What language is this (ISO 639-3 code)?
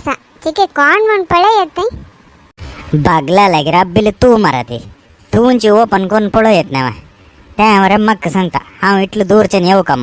kok